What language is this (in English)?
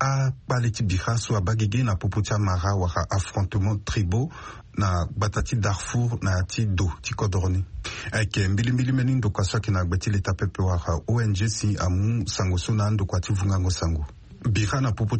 Sango